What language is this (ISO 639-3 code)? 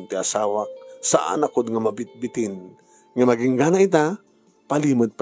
ilo